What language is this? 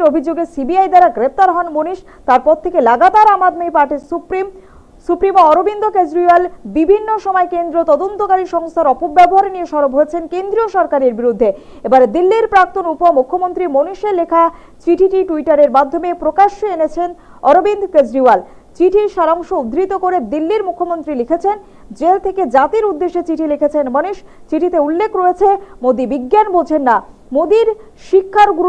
Bangla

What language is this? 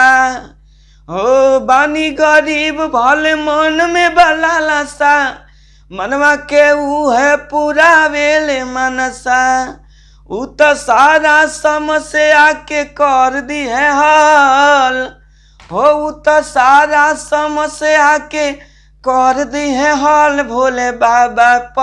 Bhojpuri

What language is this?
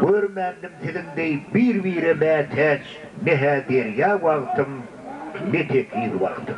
Turkmen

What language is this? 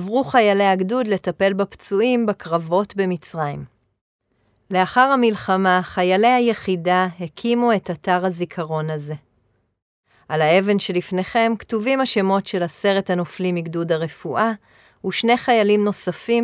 Hebrew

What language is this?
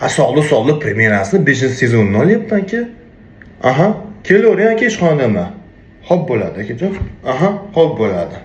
Uzbek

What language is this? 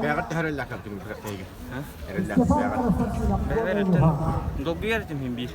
Yakut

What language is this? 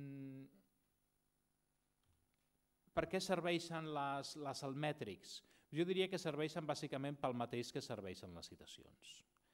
Catalan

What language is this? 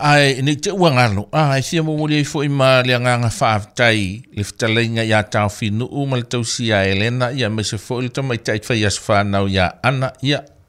Samoan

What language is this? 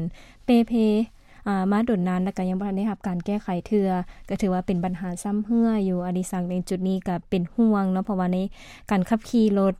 Lao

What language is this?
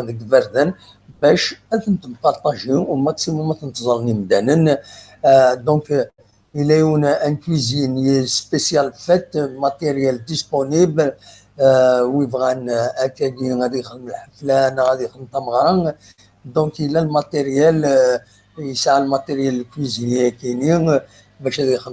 Kabyle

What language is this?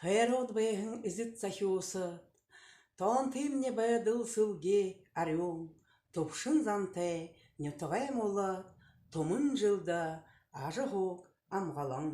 Buriat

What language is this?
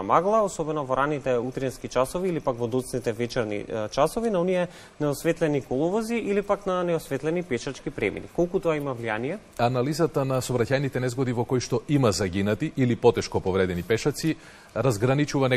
Macedonian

